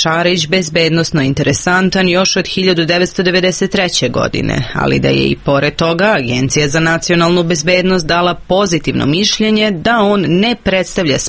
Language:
Serbian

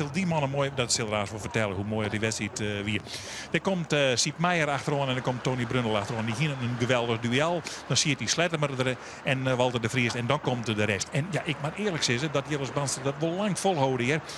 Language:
Western Frisian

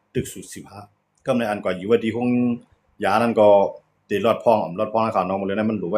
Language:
Shan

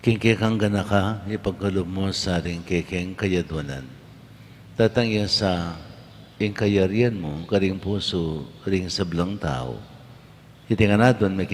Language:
Pampanga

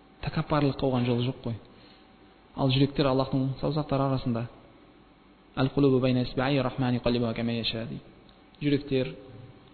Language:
Kazakh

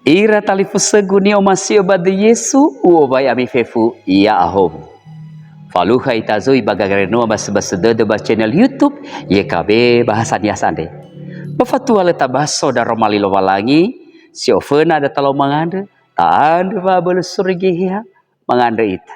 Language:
Nias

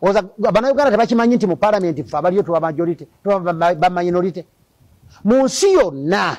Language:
Ganda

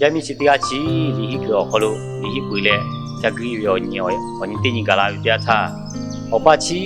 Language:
Lahu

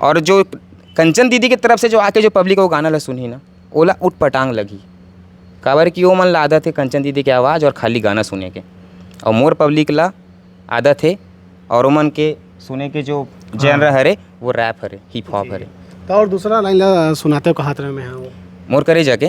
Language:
Chhattisgarhi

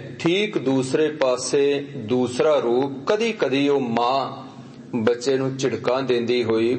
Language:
Punjabi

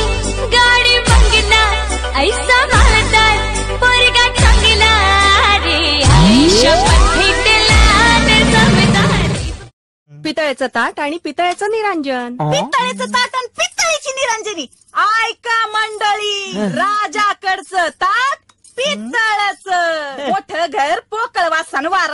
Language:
Marathi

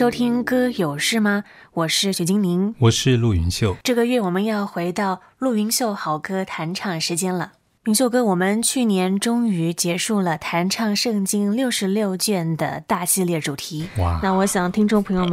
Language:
Chinese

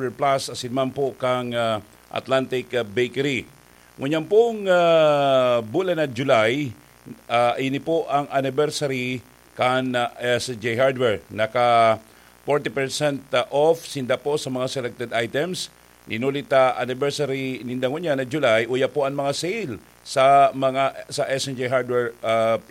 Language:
Bikol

